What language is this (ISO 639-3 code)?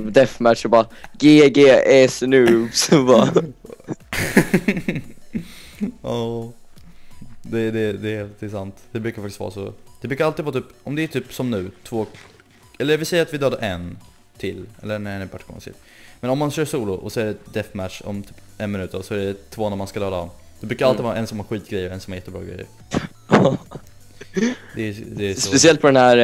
swe